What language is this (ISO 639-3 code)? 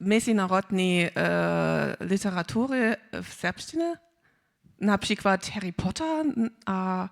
hsb